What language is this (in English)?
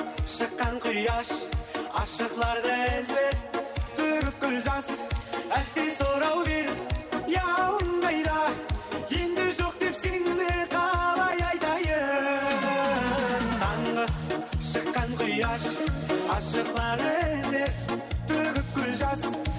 Kara-Kalpak